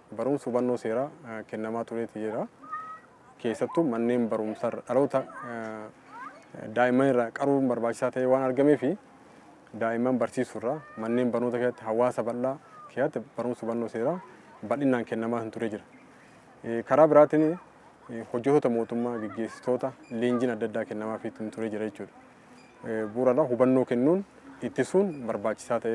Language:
Oromo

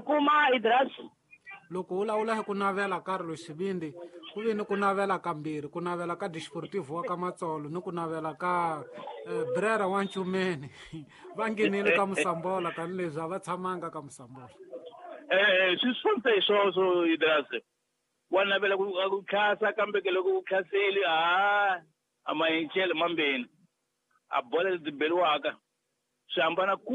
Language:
Tsonga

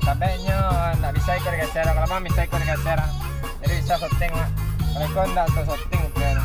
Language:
Minangkabau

